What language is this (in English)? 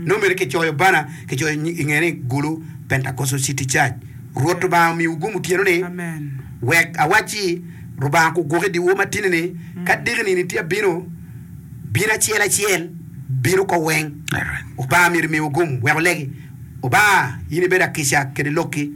Acoli